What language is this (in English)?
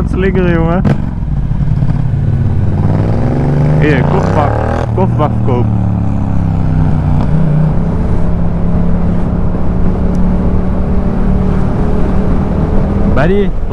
Dutch